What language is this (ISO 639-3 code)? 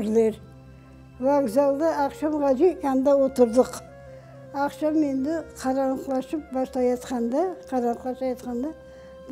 crh